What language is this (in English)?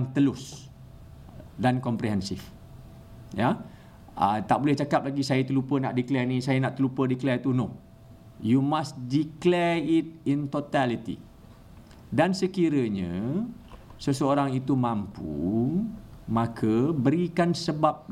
Malay